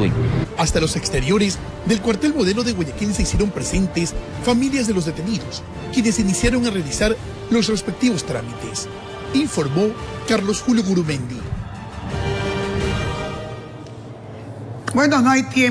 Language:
Spanish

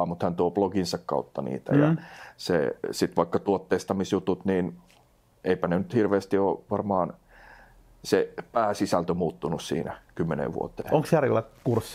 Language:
Finnish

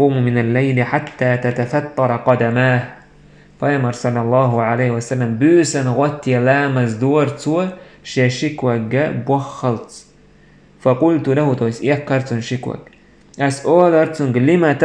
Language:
Chechen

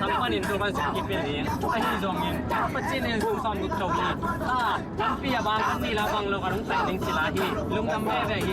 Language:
Tedim Chin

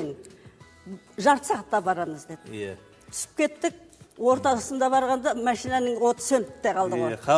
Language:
Kazakh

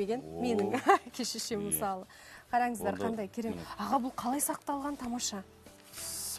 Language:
Kazakh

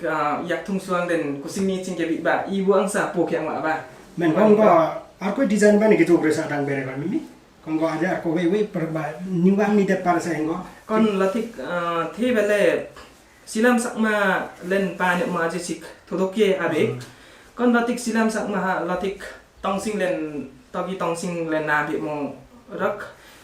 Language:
Limbu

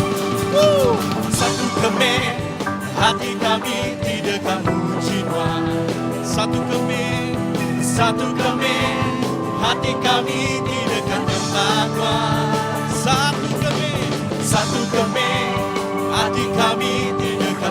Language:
Iban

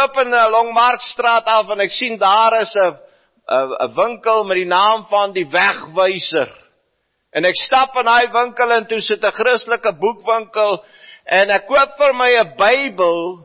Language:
Afrikaans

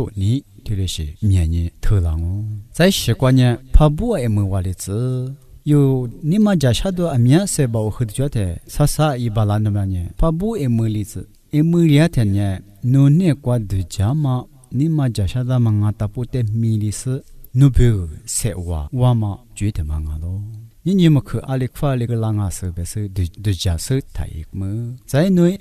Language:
Lisu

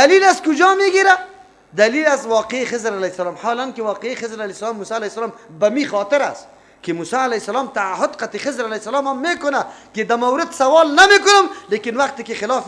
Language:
Persian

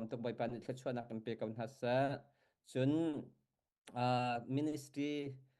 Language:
Hakha Chin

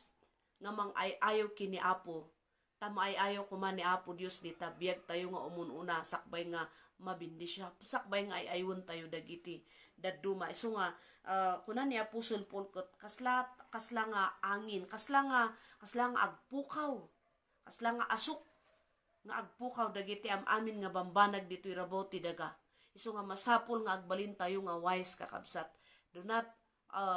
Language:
Iloko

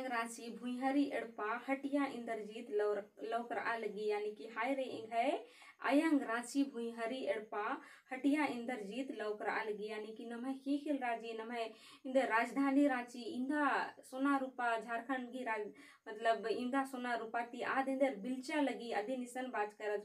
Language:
Kurukh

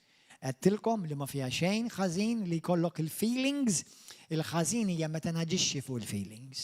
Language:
Maltese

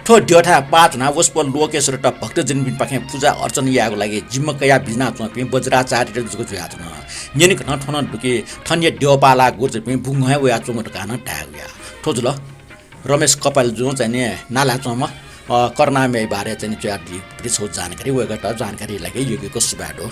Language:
Newari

